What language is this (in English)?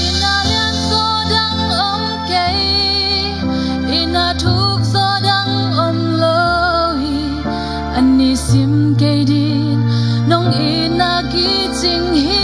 Tedim Chin